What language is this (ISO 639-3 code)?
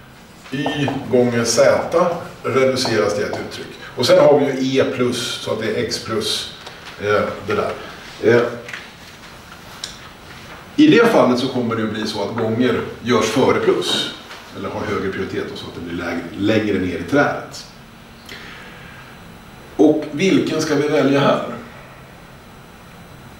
swe